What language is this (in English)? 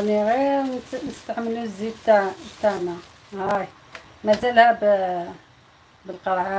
Algerian Arabic